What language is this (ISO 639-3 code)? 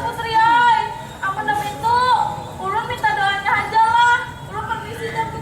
bjn